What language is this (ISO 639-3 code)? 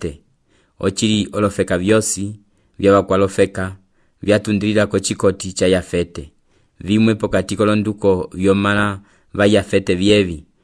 umb